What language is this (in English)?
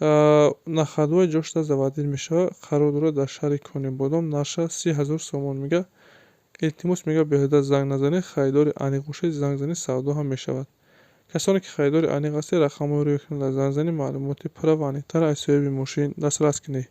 Tajik